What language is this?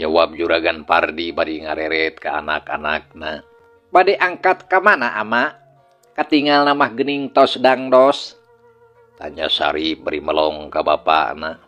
Sundanese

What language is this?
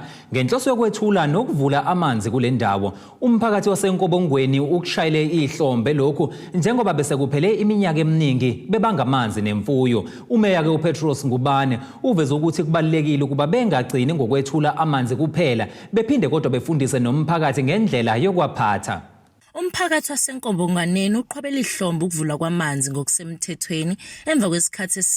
Zulu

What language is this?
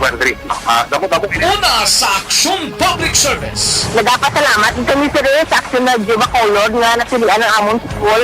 Hiligaynon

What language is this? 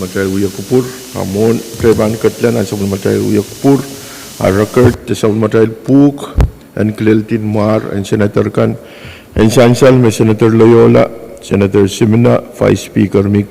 Pohnpeian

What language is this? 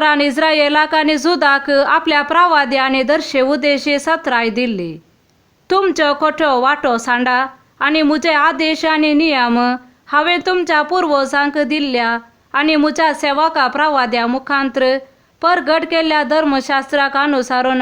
Konkani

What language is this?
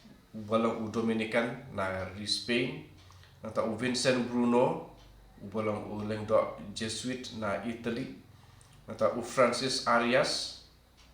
Khasi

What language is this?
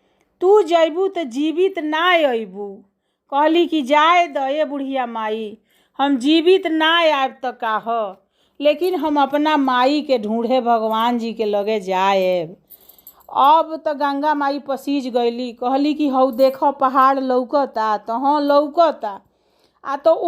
Bhojpuri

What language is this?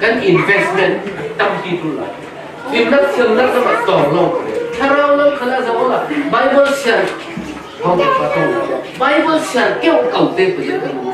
Falam Chin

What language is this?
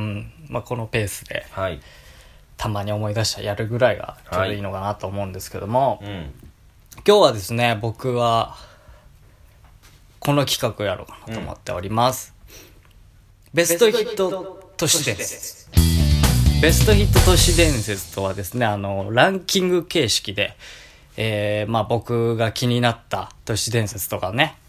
Japanese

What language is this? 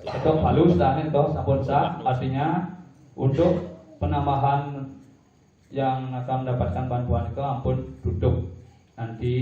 Balinese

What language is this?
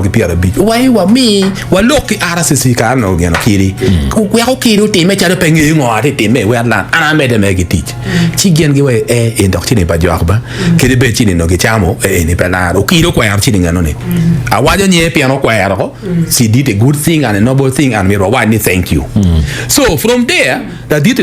Acoli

